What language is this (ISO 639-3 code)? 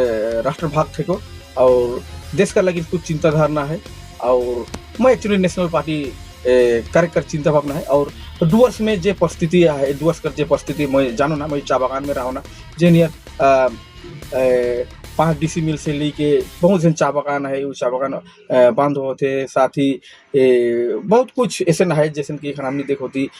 sck